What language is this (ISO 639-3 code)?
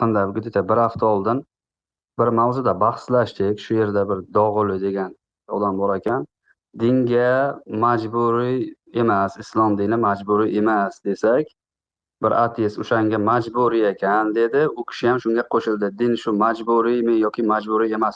uzb